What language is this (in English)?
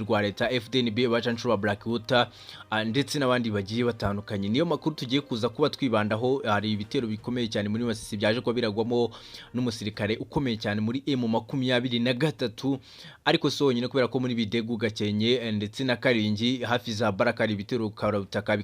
Kinyarwanda